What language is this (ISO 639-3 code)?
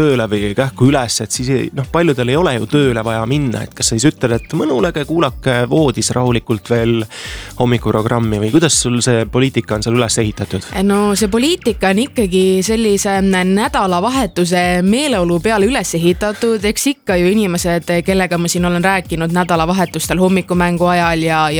est